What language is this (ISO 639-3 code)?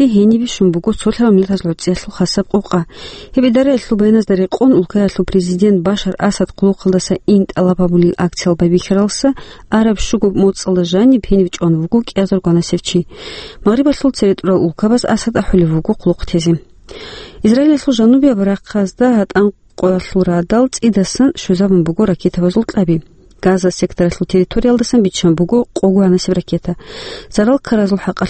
ava